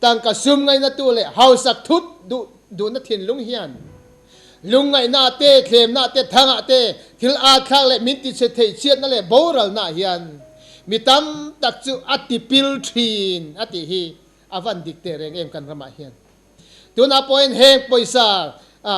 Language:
Mizo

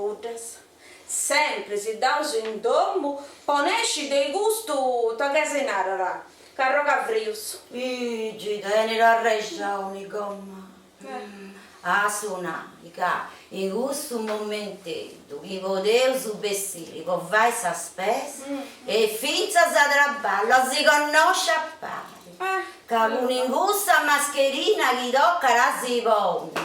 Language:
Sardinian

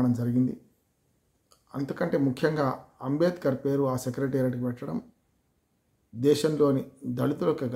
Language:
Telugu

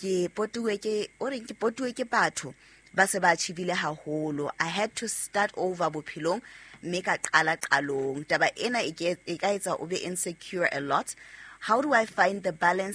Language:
Southern Sotho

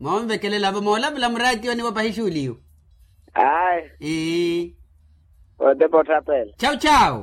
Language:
Makhuwa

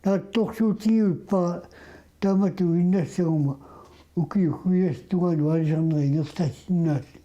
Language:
Kalaallisut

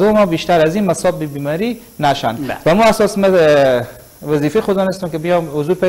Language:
Persian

